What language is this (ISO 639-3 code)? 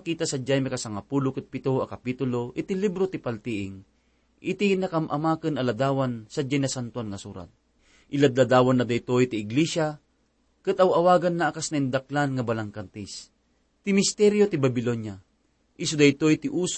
ilo